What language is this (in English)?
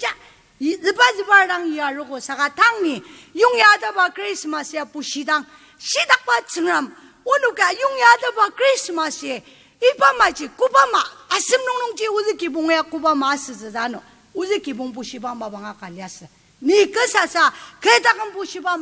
Ao Naga